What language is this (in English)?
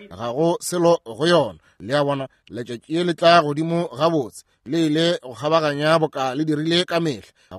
Northern Sotho